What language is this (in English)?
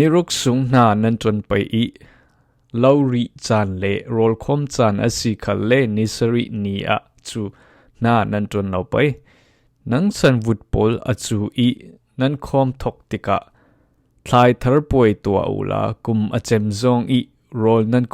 Falam Chin